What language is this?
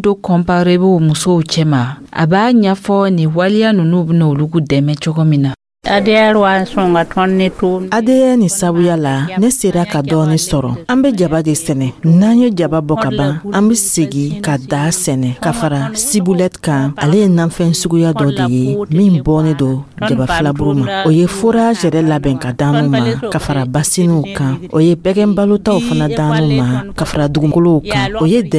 Dyula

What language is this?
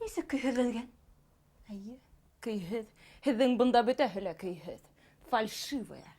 Bashkir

